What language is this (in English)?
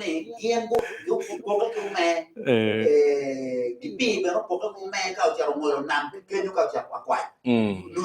Acoli